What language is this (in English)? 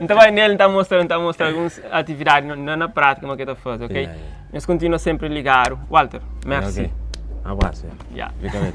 Kabuverdianu